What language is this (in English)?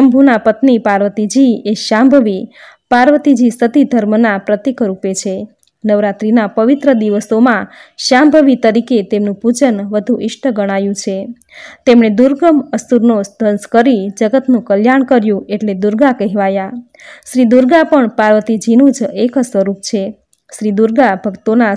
Gujarati